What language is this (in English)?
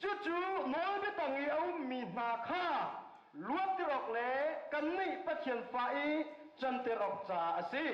Hakha Chin